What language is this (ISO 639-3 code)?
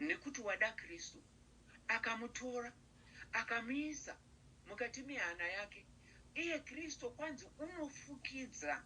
sna